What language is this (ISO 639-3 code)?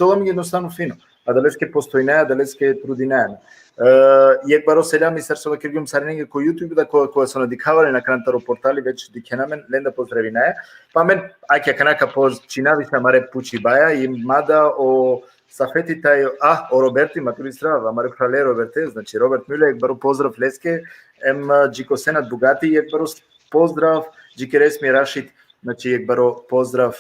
rmn